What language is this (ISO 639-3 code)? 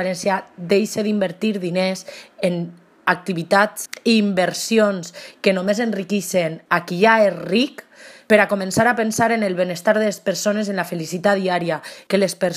cat